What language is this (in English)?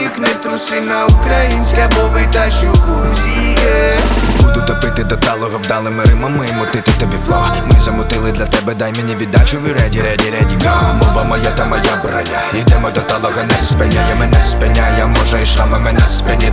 Ukrainian